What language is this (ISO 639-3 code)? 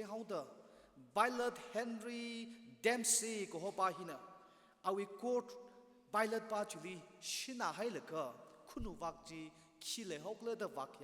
nmf